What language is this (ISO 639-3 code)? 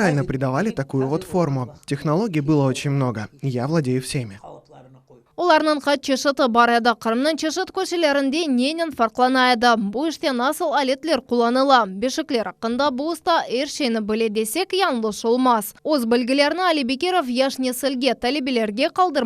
crh